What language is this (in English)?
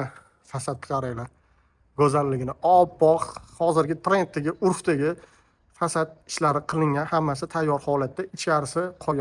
Uzbek